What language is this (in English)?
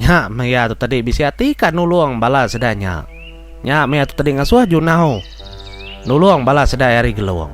Iban